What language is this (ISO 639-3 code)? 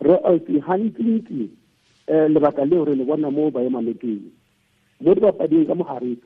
tsn